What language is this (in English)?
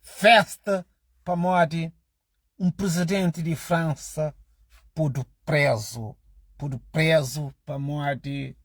Kabuverdianu